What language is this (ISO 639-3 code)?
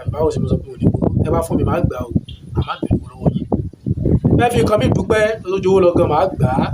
yor